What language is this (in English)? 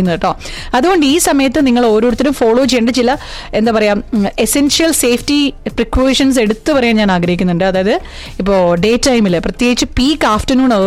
Malayalam